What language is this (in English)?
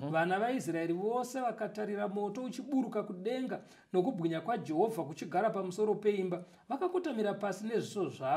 Shona